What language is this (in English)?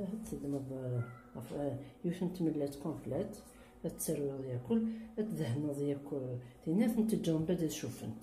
Kabyle